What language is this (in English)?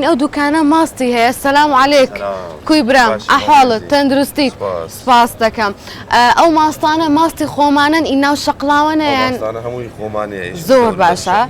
Central Kurdish